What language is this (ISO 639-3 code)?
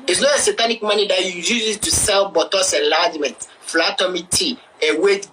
pcm